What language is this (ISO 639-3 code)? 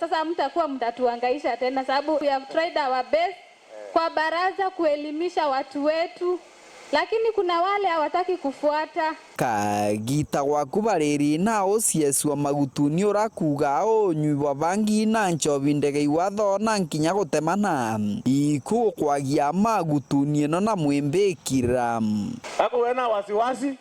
mer